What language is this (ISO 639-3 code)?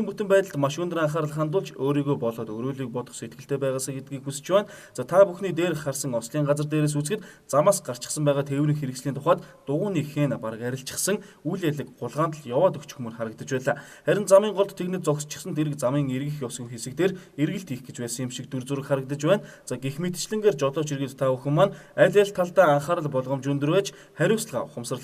mon